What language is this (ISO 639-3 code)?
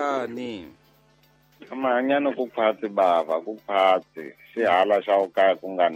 tso